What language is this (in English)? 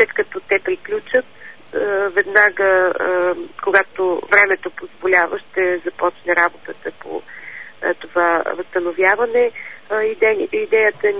Bulgarian